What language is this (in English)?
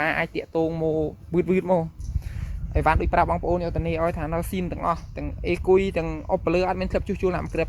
Khmer